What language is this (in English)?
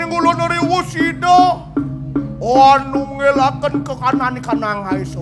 Balinese